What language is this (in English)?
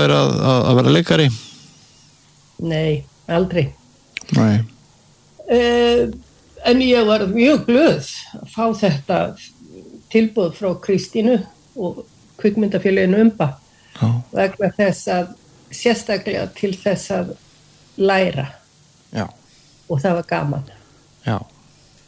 Icelandic